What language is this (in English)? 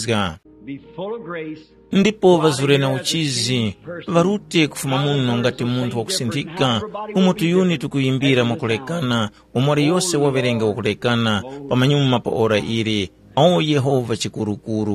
Tumbuka